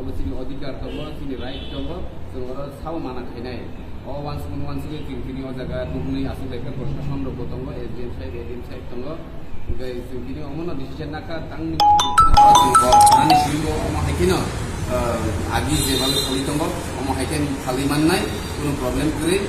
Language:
Kok Borok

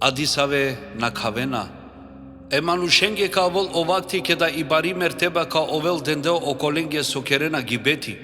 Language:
Balkan Romani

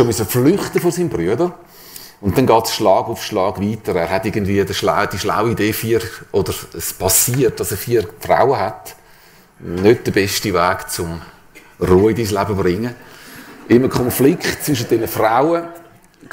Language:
Swiss German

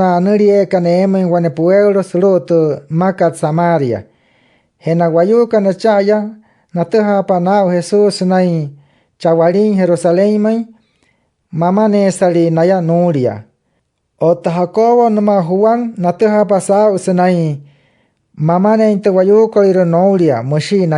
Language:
Wayuu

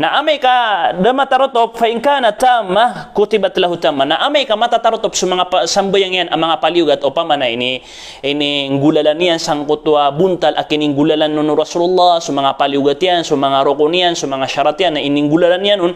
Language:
Maranao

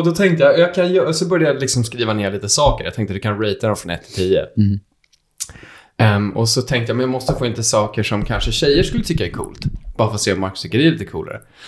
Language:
Swedish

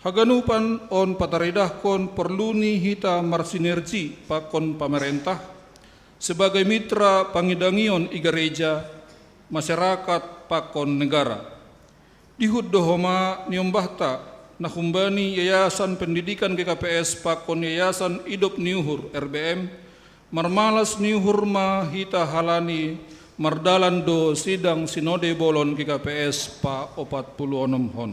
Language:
Batak Simalungun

